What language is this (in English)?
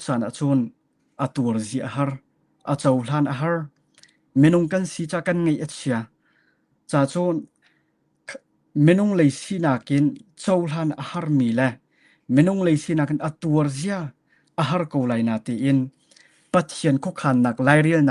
Hakha Chin